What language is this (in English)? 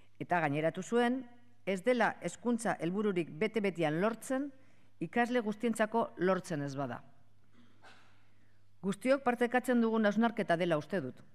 Basque